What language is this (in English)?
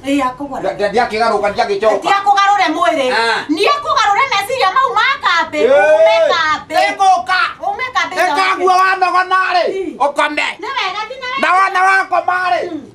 Kikuyu